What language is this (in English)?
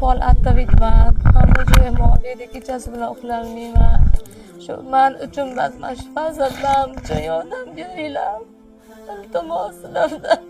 Uzbek